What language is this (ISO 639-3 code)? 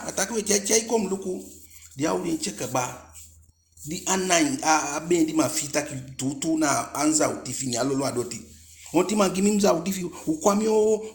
djk